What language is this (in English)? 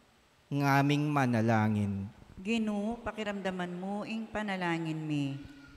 Pampanga